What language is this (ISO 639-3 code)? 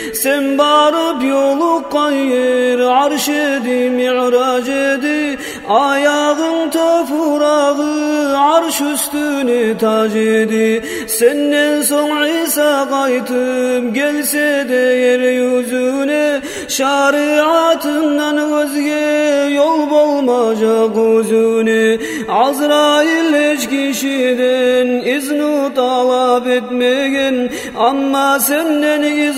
kum